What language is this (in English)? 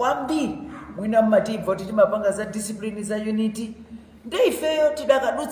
Nyanja